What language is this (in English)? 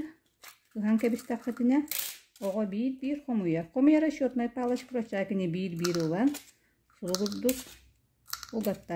Yakut